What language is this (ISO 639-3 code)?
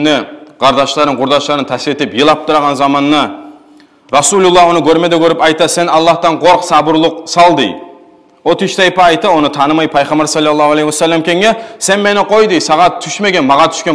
kum